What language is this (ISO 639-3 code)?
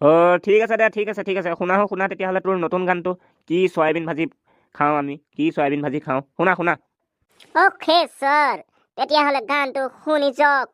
asm